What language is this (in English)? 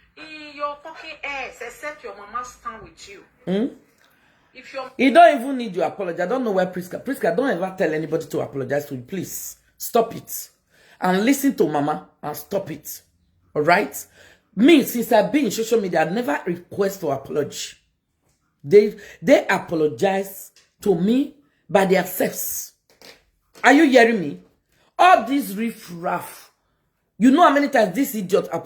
Nigerian Pidgin